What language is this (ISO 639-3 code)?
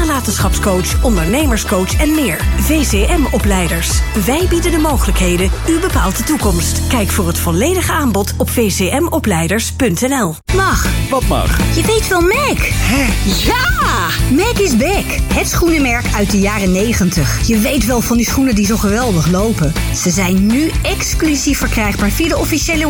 nld